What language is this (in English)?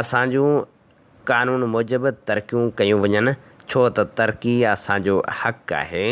Sindhi